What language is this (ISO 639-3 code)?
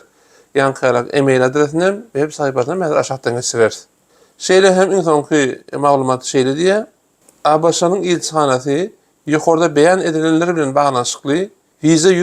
tuk